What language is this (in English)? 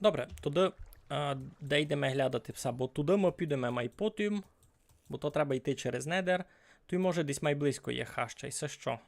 Rusyn